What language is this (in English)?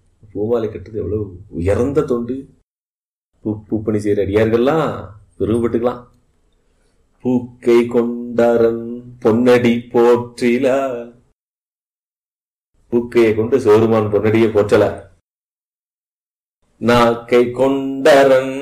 Tamil